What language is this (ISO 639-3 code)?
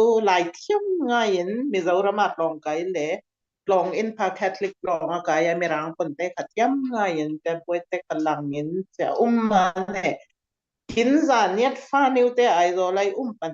cfm